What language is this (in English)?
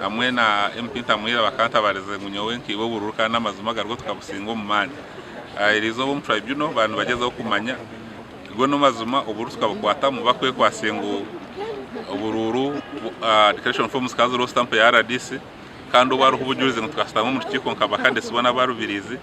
Nyankole